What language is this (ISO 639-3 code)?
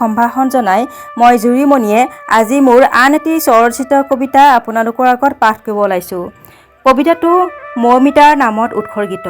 asm